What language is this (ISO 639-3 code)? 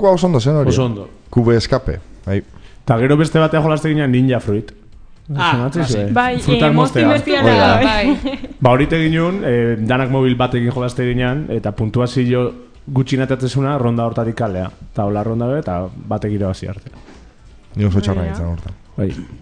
eus